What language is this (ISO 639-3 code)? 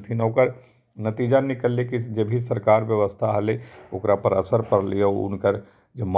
mag